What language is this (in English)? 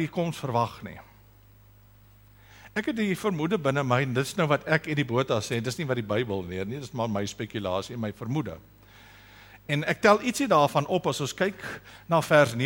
Afrikaans